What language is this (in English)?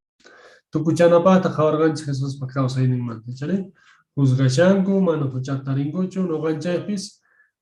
Quechua